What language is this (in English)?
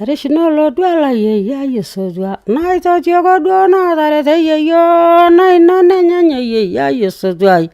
Masai